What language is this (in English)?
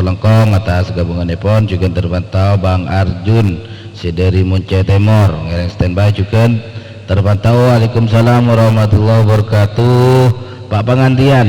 Madurese